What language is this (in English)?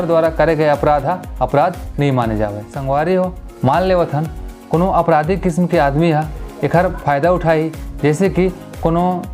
Chhattisgarhi